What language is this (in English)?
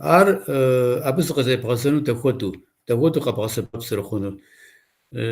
Kabardian